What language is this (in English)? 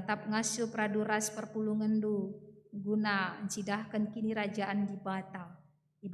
Batak Karo